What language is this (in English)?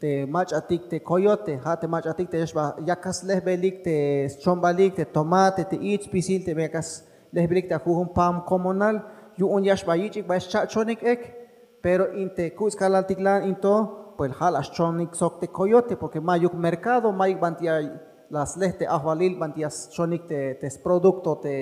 Tzeltal